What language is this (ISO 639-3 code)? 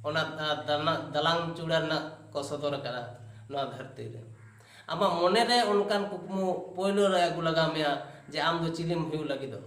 sat